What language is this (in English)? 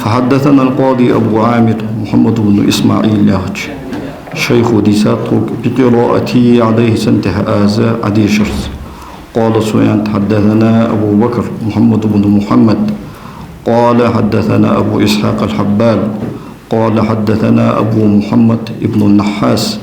Ingush